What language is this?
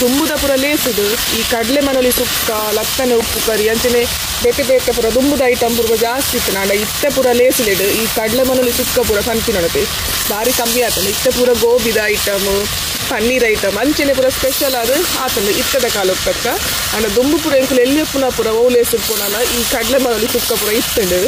Tulu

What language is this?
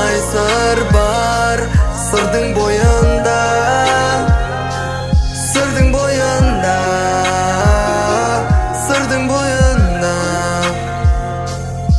Kazakh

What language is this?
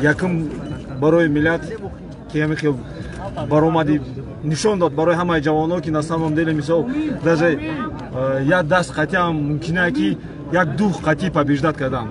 Tajik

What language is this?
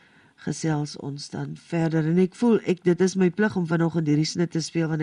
Afrikaans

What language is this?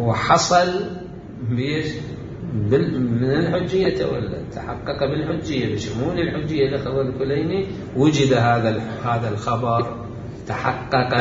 Mesopotamian Arabic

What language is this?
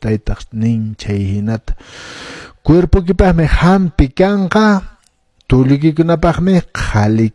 Quechua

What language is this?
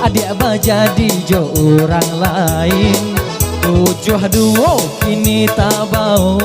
Minangkabau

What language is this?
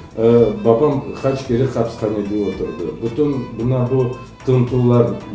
Crimean Tatar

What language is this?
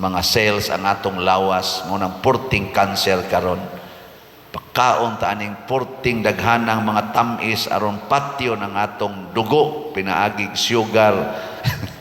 Cebuano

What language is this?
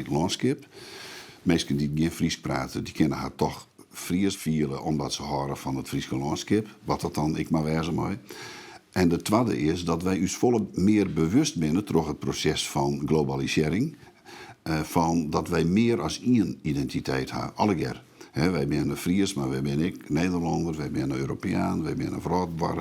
Western Frisian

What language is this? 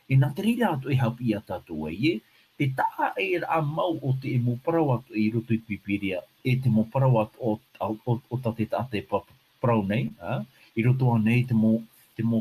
Tahitian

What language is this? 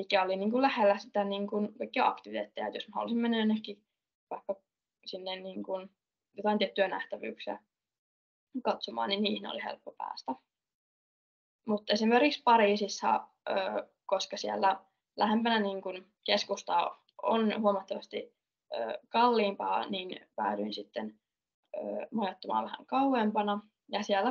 Finnish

